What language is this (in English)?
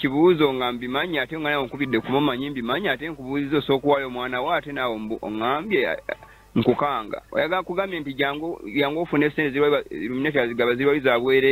Ganda